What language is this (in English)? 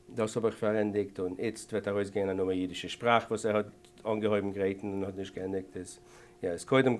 Yiddish